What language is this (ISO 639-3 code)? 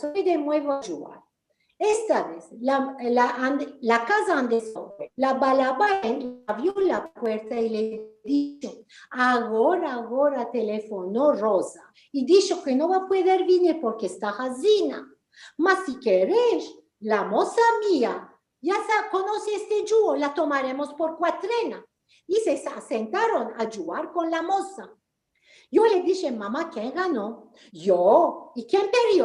lad